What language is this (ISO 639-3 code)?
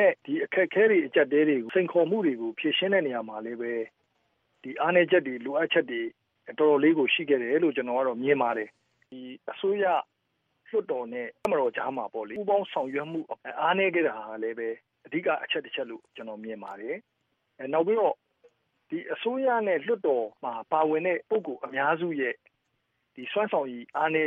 mya